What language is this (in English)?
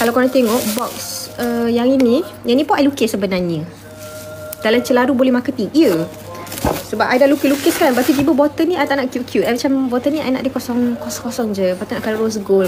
Malay